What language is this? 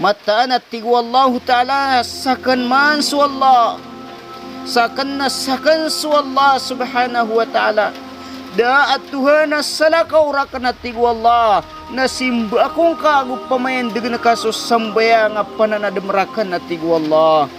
Maranao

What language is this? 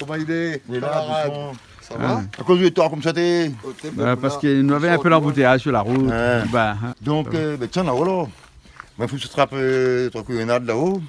Réunion Creole French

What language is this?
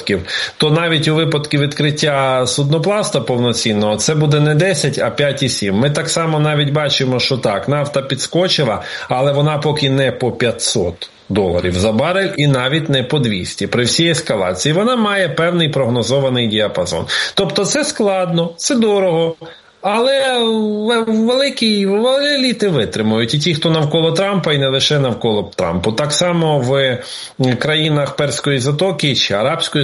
Ukrainian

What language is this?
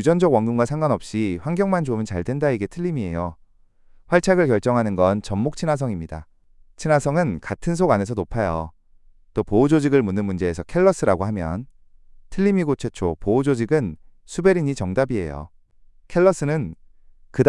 Korean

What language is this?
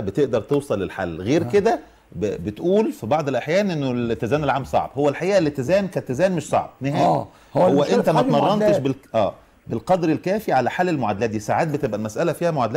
Egyptian Arabic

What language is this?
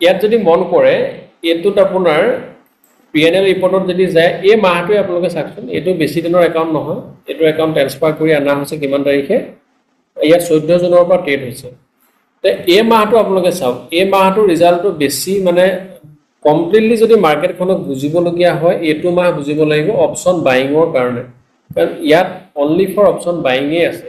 Assamese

